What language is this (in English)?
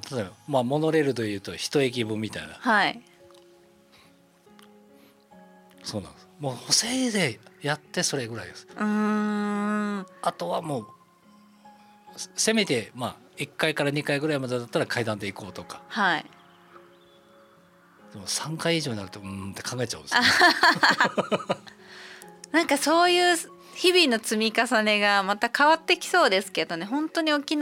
Japanese